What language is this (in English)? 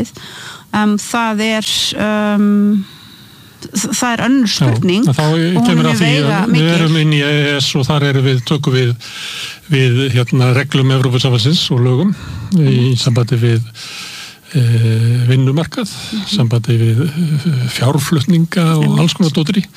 Icelandic